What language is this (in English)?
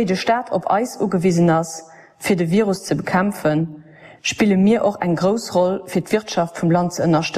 Luxembourgish